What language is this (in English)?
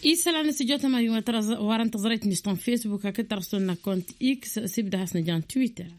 Tamasheq